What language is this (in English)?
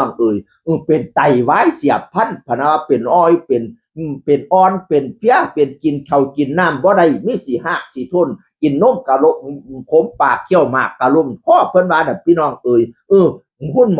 Northeastern Thai